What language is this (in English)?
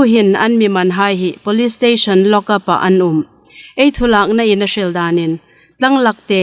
Hmar